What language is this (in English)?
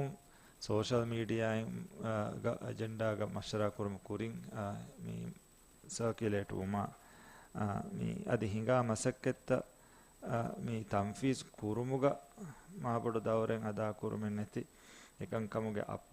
Divehi